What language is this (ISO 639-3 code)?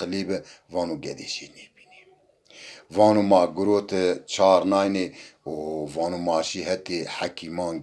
zza